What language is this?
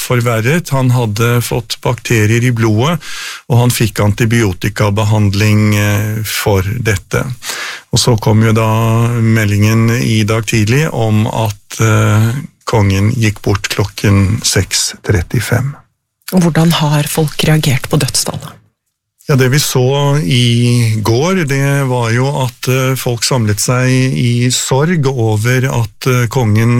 Norwegian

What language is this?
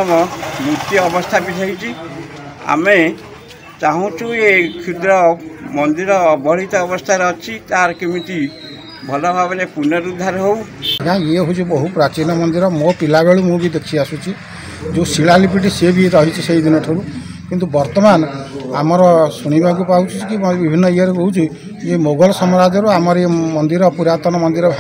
Odia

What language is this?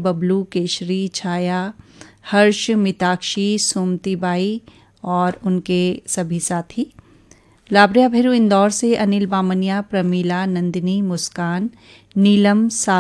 Hindi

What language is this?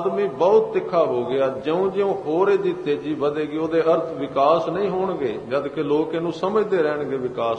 Punjabi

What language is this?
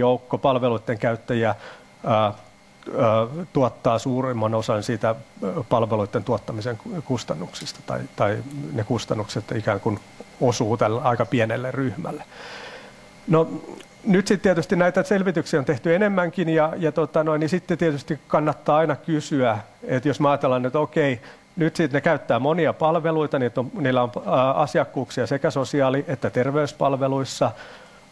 Finnish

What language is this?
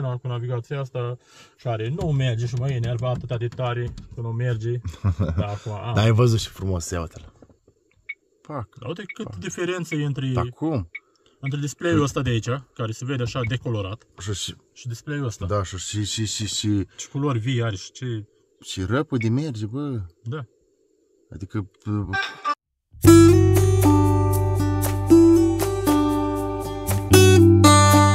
Romanian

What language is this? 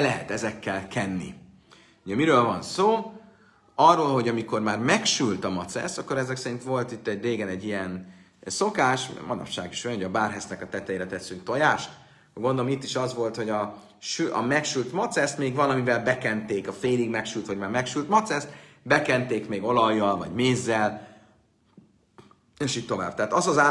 Hungarian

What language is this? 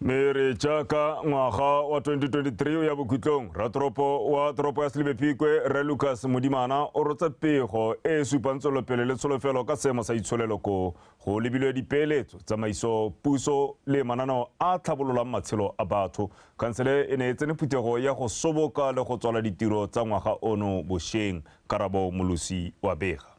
Tswana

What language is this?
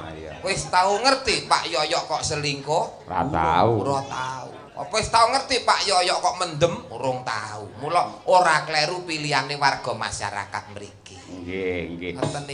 Javanese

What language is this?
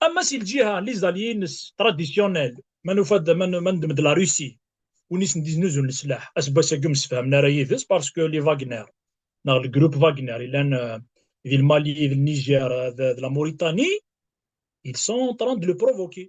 Kabyle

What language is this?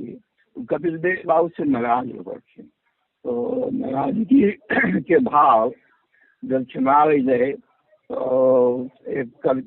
Magahi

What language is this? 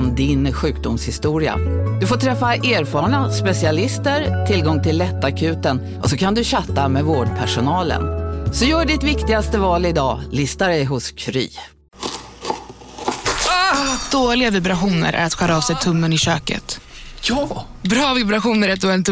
Swedish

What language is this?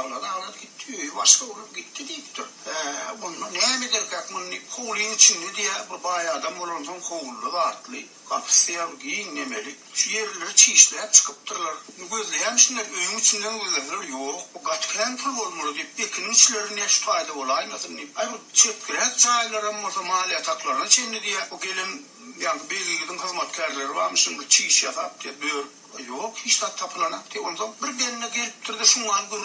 Turkmen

